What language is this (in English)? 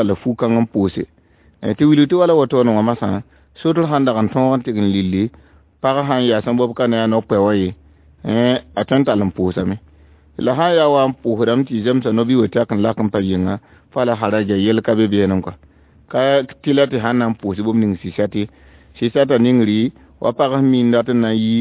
Mossi